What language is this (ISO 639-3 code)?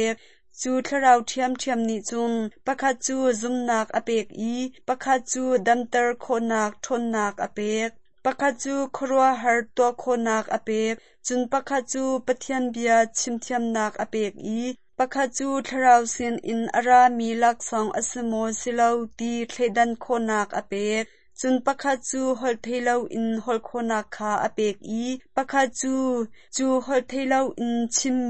cnh